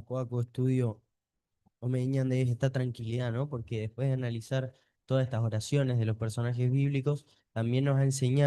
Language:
Guarani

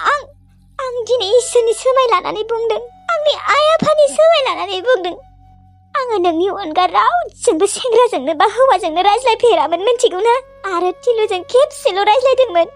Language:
Bodo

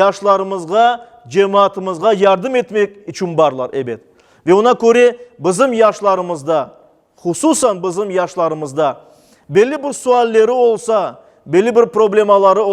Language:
Crimean Tatar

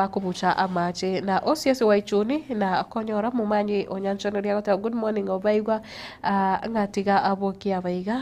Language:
Gusii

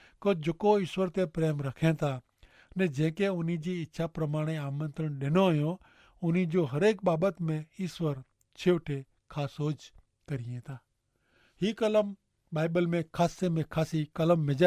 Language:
Kachhi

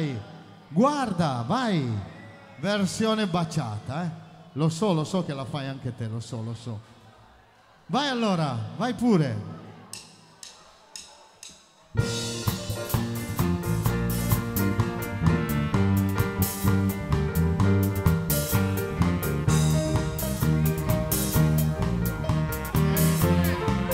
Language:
Italian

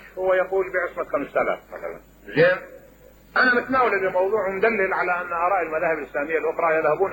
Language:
Mesopotamian Arabic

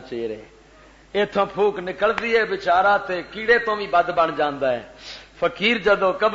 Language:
Western Panjabi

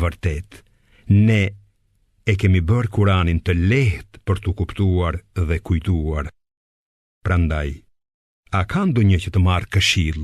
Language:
Albanian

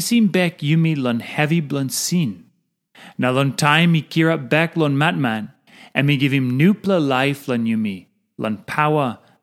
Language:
Tok Pisin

